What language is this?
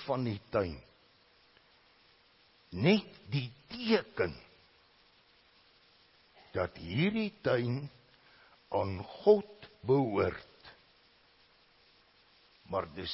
Afrikaans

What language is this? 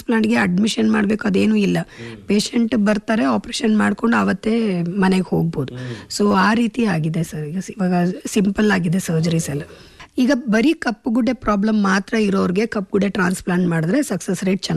Kannada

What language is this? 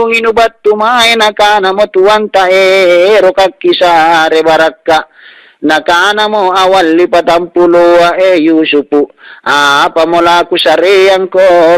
Makasar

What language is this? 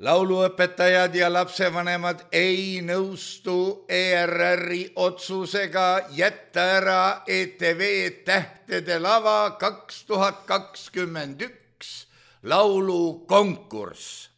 Estonian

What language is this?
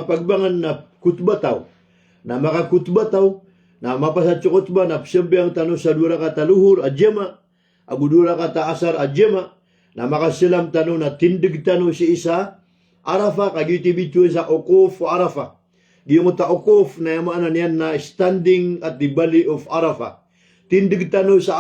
Maranao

